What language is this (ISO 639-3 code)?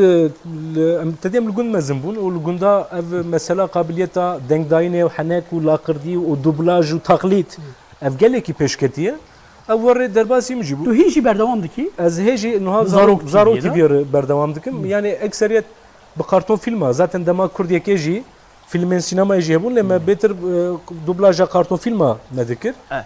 kur